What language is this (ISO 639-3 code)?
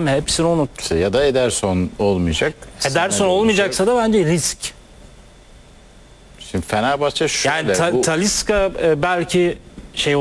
tur